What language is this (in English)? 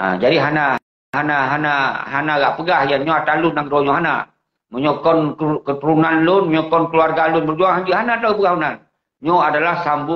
Achinese